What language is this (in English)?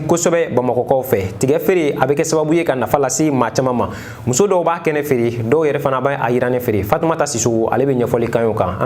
Bambara